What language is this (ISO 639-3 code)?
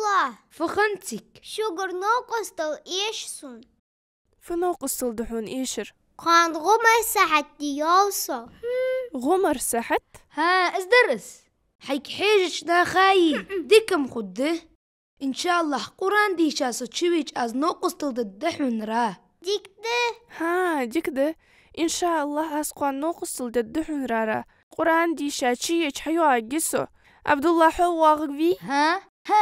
inh